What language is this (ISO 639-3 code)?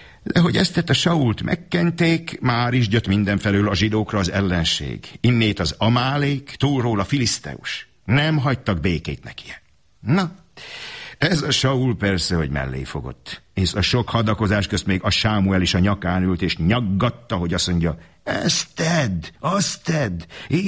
hun